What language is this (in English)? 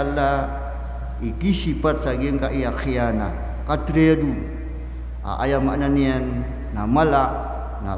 Maranao